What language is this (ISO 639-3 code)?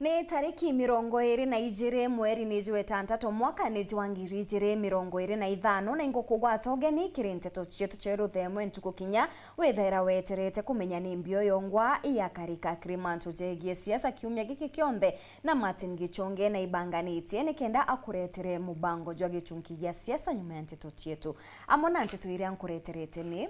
mer